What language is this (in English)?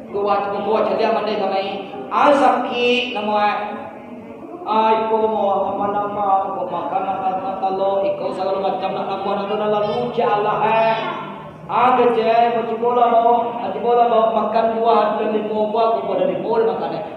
Minangkabau